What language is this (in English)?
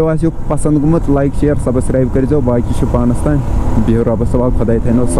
Kashmiri